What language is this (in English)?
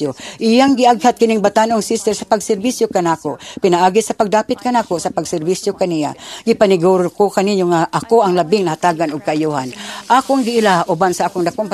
Cebuano